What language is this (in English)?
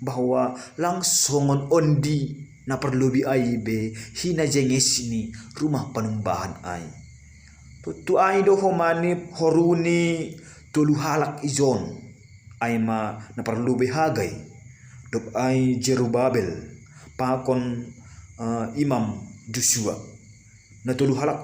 Batak Simalungun